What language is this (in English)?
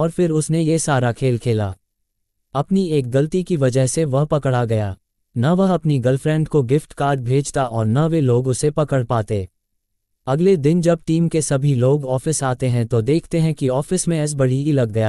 Hindi